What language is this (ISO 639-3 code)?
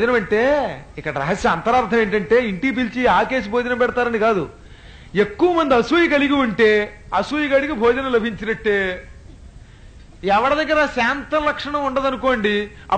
tel